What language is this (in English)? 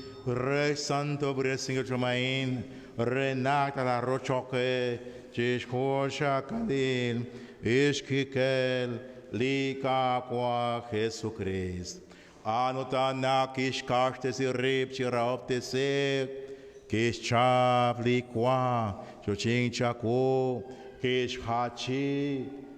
Kekchí